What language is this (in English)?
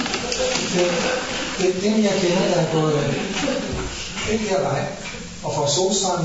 Danish